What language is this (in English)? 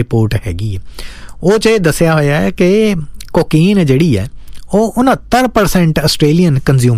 Punjabi